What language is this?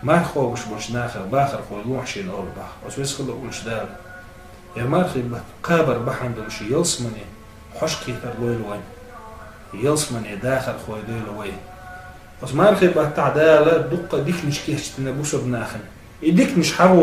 Chechen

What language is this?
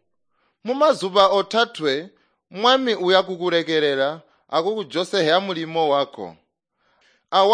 Tonga (Zambia)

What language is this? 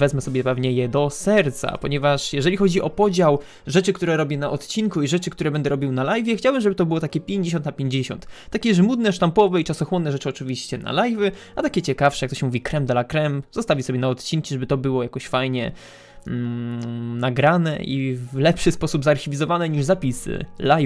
Polish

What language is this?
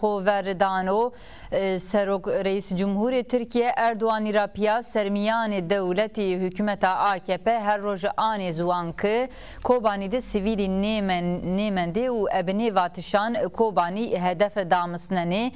Zaza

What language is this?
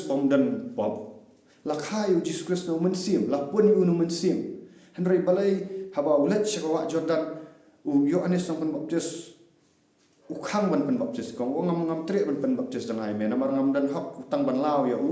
Khasi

